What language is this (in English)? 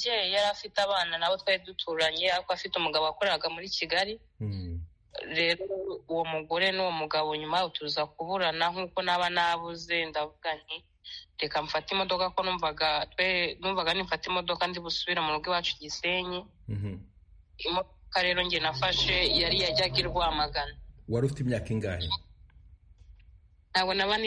Kinyarwanda